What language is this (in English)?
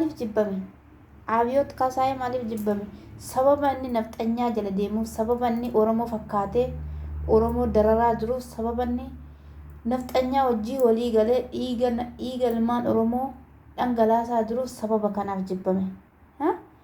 Oromo